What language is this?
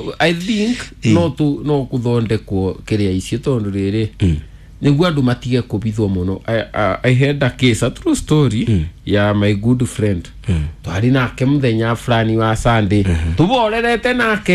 Kikuyu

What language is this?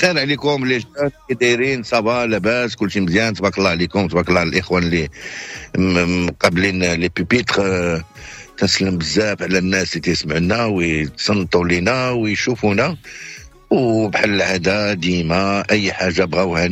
Moroccan Arabic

